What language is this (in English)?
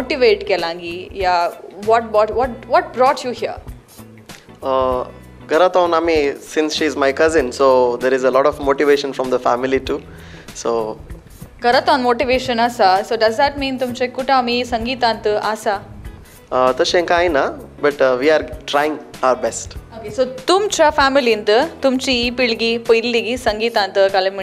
Konkani